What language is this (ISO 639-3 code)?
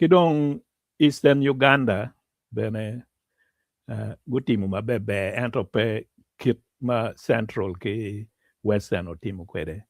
ach